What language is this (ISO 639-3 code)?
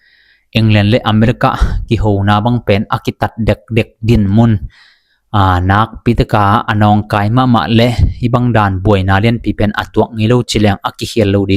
ctd